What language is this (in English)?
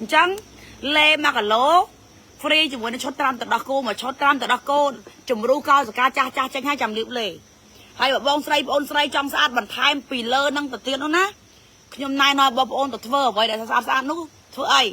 Khmer